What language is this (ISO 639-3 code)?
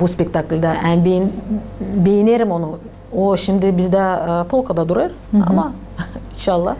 gag